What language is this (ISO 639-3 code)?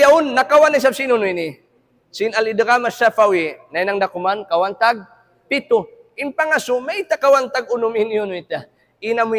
tsg